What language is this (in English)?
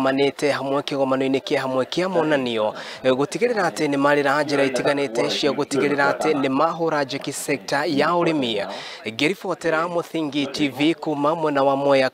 Kikuyu